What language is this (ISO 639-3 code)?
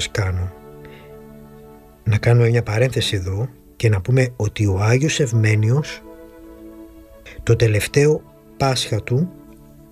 ell